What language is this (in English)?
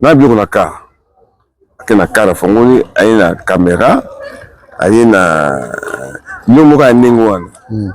Lingala